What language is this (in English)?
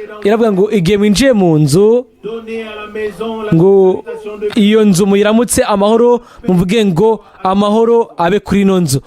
Rundi